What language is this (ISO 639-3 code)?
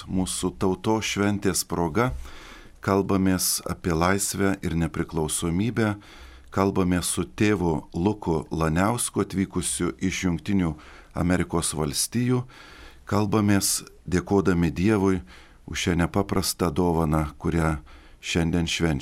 lit